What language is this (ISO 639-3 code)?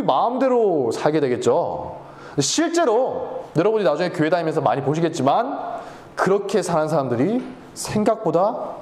kor